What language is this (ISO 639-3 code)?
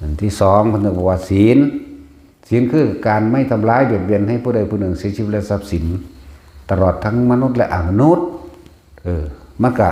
lao